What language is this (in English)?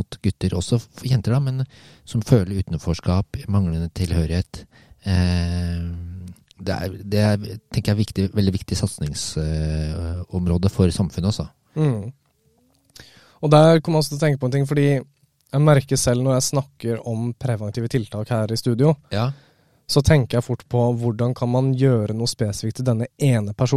Norwegian